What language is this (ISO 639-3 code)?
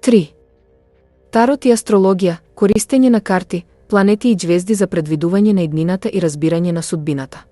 mkd